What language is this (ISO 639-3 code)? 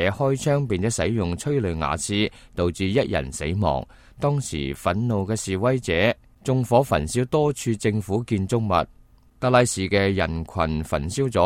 yue